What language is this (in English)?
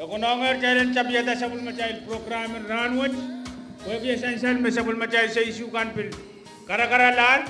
Pohnpeian